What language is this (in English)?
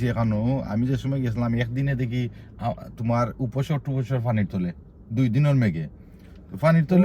Sylheti